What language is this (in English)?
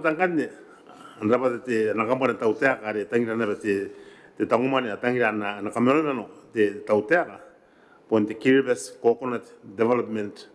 Gilbertese